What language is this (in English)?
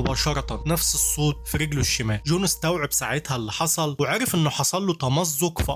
Egyptian Arabic